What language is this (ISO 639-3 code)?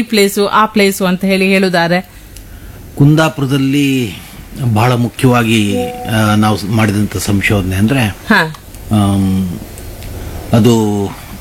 kan